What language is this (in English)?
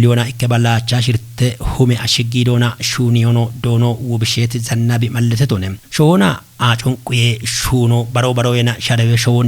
Kafa